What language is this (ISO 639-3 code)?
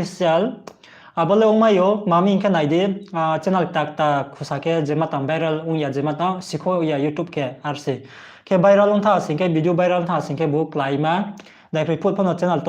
ria